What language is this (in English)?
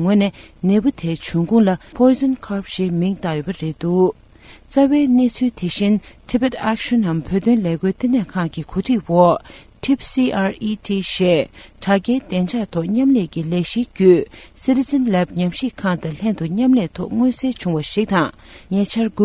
Tibetan